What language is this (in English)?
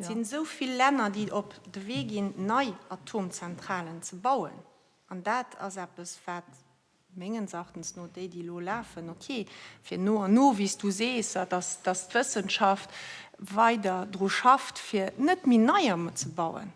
Luxembourgish